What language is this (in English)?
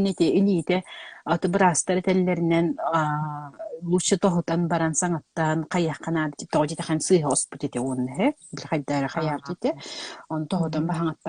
Yakut